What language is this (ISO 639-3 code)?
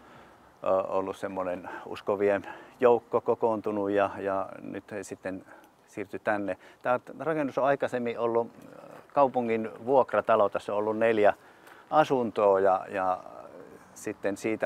fin